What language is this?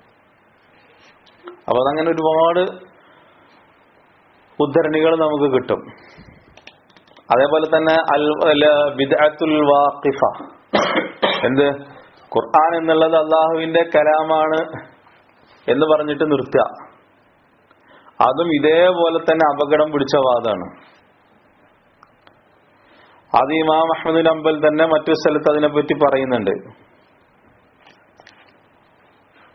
Malayalam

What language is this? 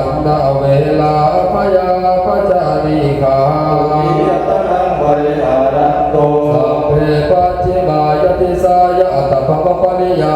Pali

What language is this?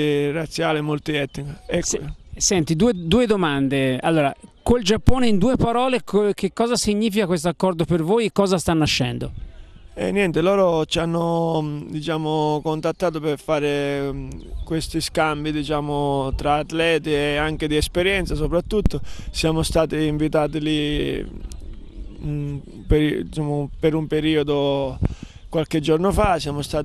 Italian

